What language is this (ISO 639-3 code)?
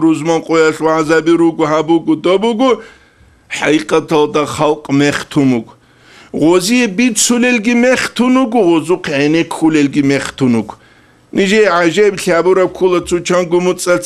ava